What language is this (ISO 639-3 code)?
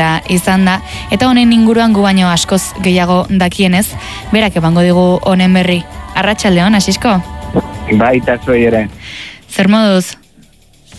eus